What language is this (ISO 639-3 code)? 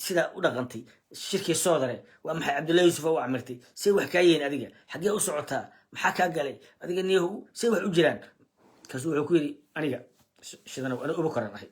som